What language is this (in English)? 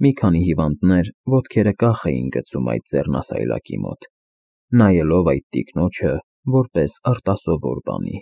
Armenian